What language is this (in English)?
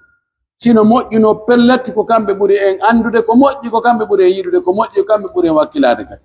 Pular